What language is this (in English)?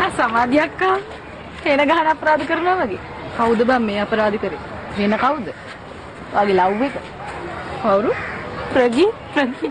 Sinhala